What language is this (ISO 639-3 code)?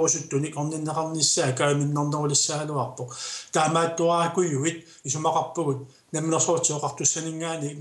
kal